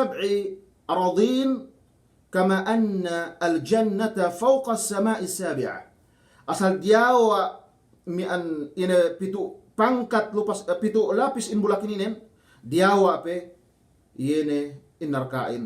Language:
Yakan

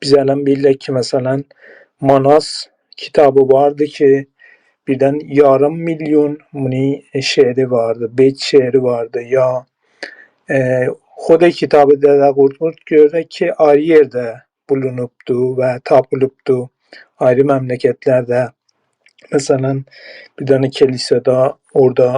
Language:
South Azerbaijani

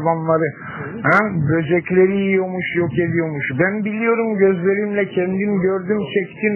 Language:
Turkish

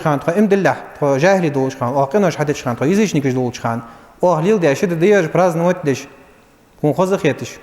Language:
Ingush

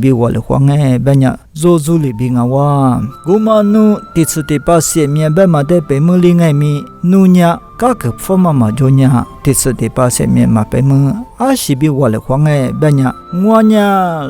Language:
Lisu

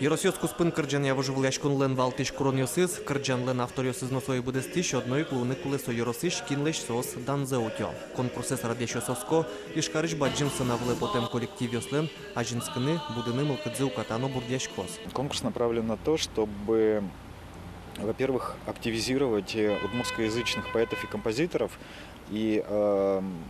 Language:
Udmurt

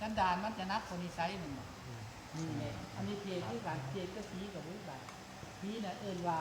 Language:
Lao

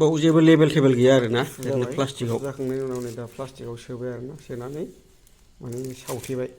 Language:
Bodo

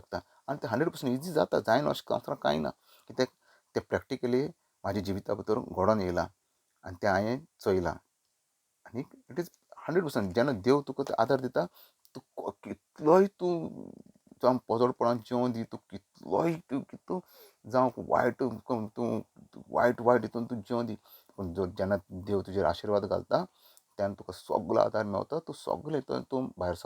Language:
Konkani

